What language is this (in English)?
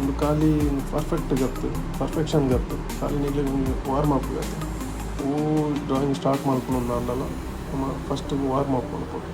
Tulu